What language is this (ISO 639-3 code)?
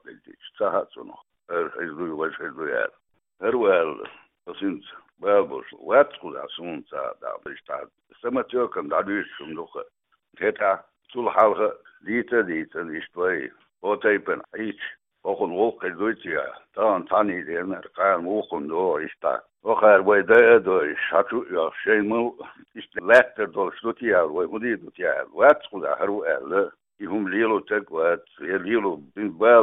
che